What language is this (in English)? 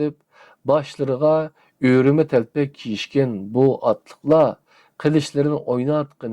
Uyghur